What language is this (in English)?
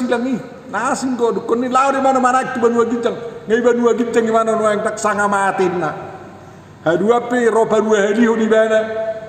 Batak Toba